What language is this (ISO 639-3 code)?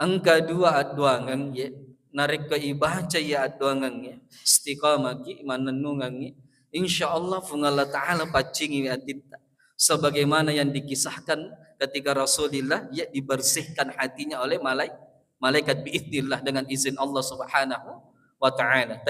bug